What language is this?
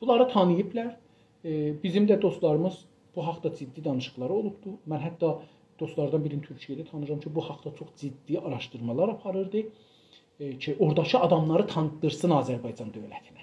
South Azerbaijani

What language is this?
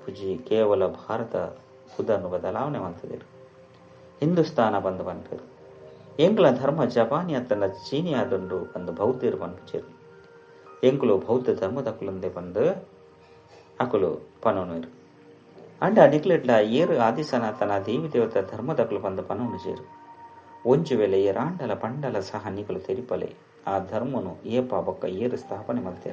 Tulu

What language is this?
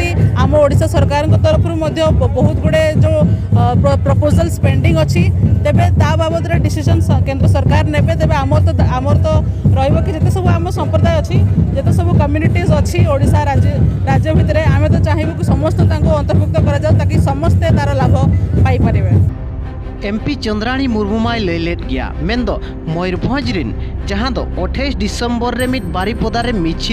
Santali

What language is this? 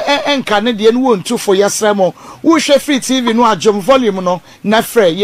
Akan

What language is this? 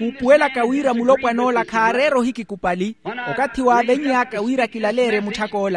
Makhuwa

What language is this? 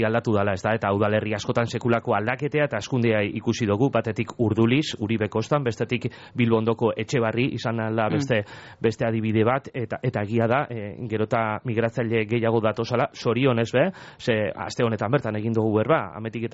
Basque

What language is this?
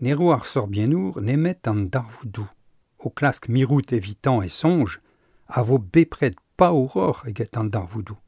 Breton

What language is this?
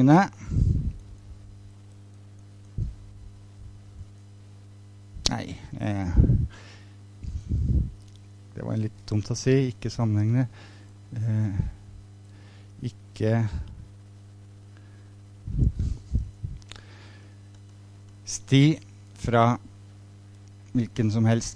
Norwegian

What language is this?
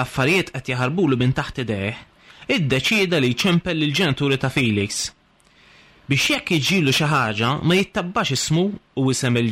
Maltese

